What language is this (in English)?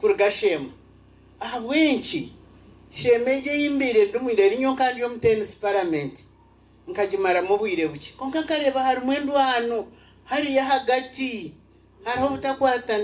Nyankole